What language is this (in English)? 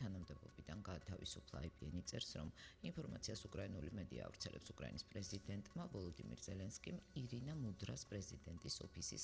Georgian